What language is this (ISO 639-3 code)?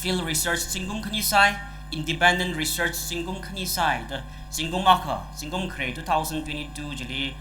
nmf